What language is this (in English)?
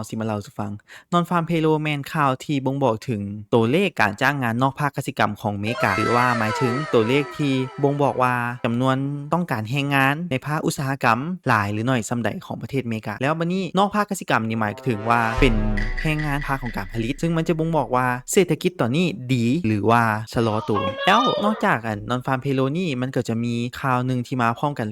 Lao